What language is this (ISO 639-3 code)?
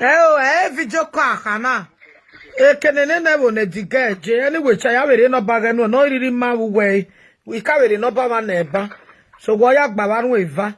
pcm